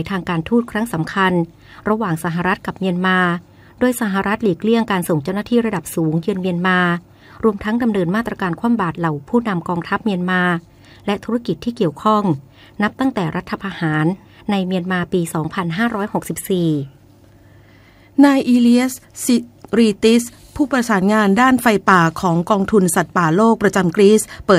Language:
Thai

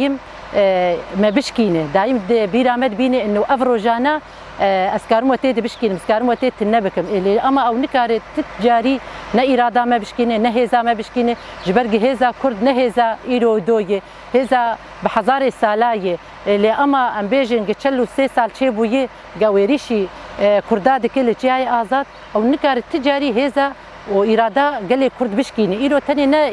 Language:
Kurdish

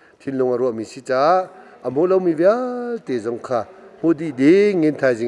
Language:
Hakha Chin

